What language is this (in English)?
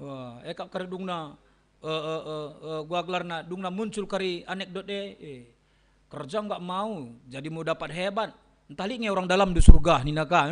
Batak Karo